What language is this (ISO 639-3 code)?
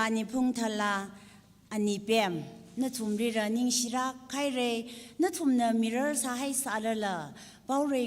nmf